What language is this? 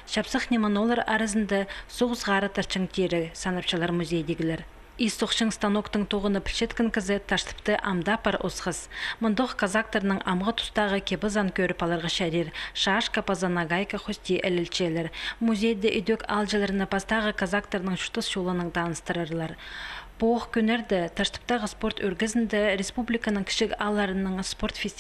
Khakas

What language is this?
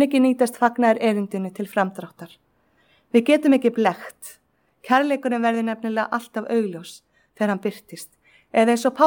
Icelandic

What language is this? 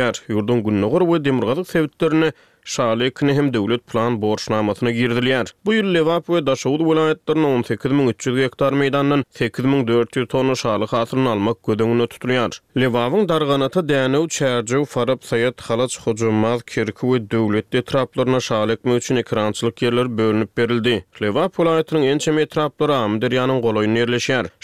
Turkmen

